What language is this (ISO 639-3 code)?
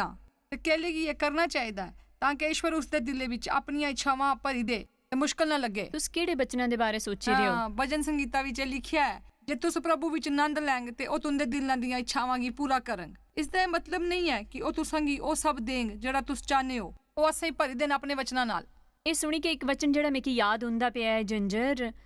doi